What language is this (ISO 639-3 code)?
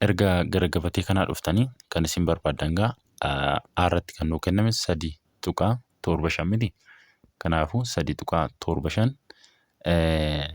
orm